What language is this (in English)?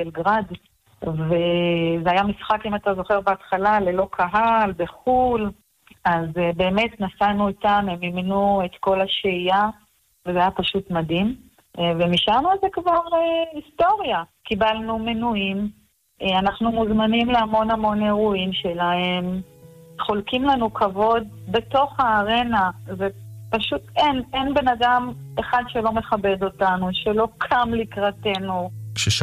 Hebrew